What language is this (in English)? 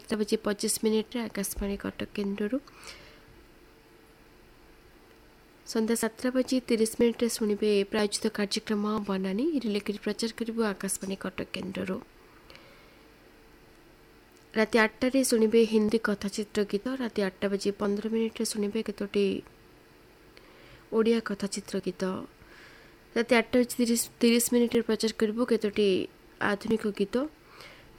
Odia